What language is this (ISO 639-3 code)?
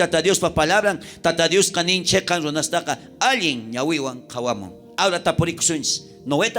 quh